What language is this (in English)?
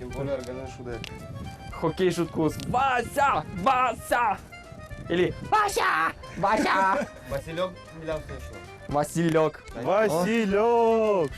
Udmurt